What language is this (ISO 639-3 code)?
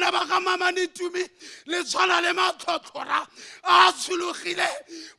tsn